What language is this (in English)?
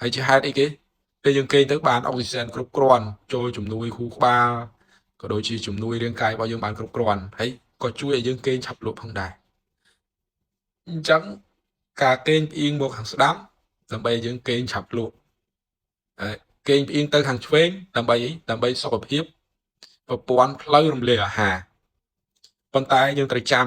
Khmer